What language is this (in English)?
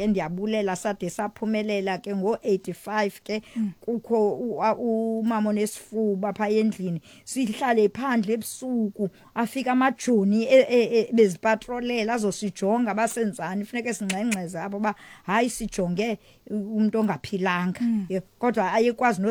Xhosa